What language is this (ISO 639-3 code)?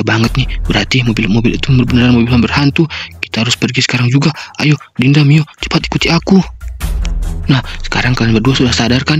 ind